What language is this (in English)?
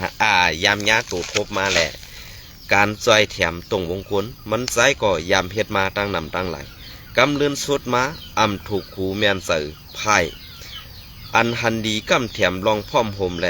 Shan